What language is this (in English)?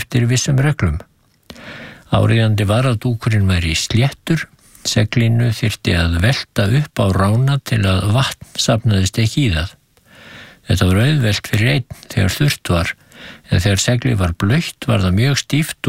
Icelandic